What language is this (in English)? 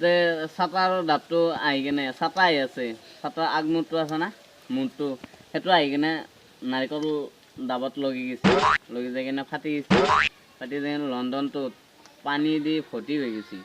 Assamese